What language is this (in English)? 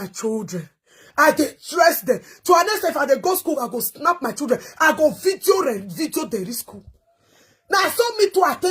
Nigerian Pidgin